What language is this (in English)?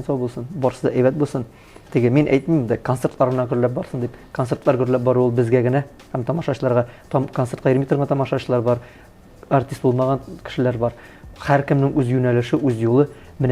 Tatar